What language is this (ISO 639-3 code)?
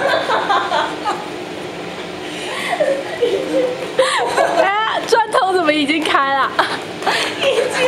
zho